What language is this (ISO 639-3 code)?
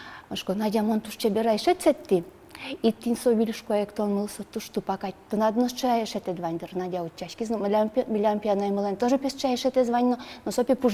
udm